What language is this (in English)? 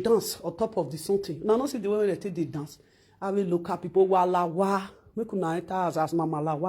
Nigerian Pidgin